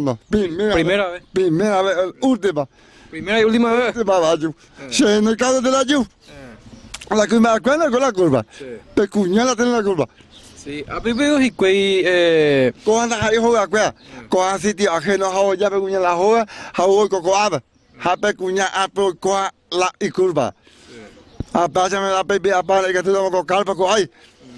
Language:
Guarani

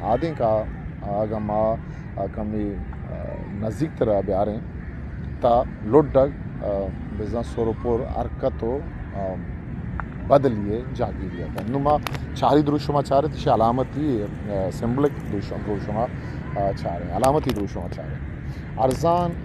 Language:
Baluchi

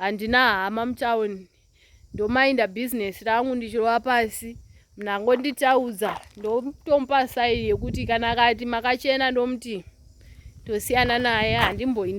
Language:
Shona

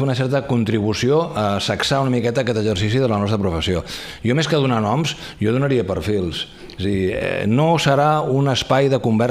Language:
Catalan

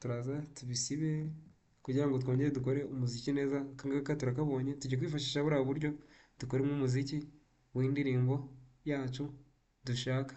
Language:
Kinyarwanda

